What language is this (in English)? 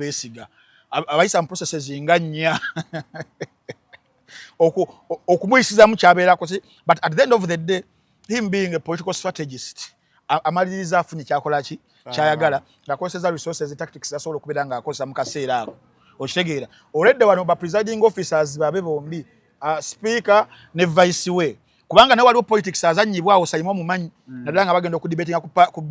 Ganda